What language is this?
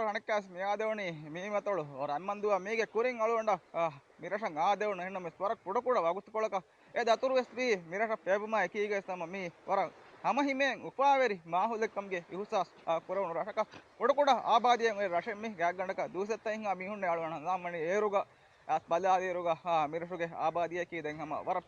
Divehi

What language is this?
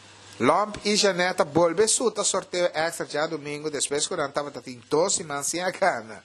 Papiamento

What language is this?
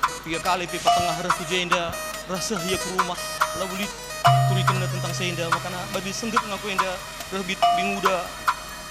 Batak Karo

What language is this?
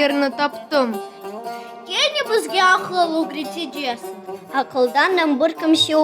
Crimean Tatar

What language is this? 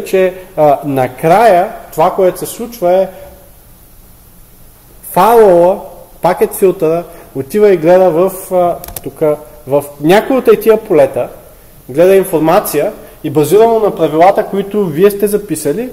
Bulgarian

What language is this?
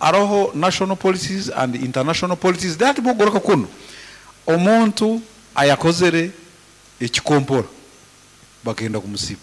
Nyankole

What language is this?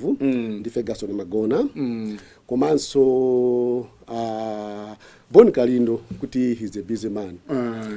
Nyanja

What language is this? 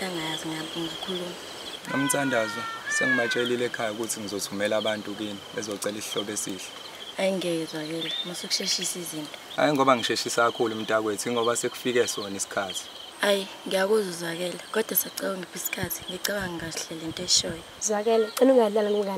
Zulu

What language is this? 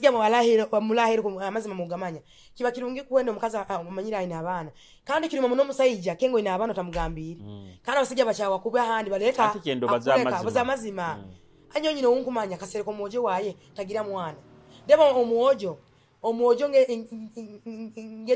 Nyoro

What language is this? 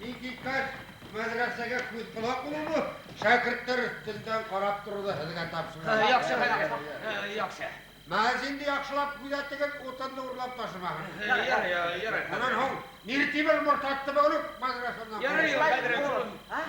Bashkir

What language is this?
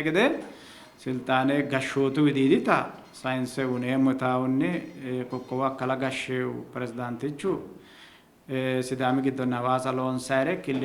Sidamo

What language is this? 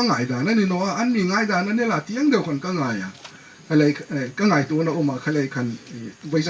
Hmar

